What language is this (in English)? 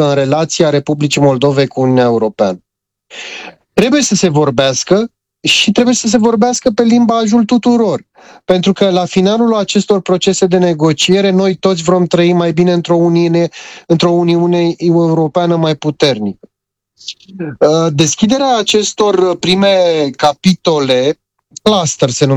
Romanian